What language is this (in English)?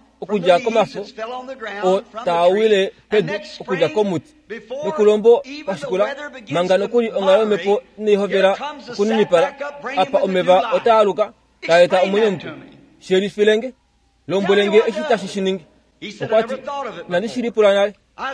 Kuanyama